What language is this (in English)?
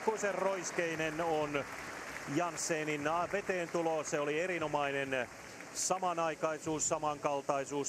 Finnish